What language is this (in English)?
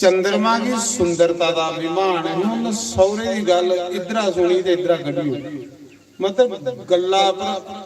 Dogri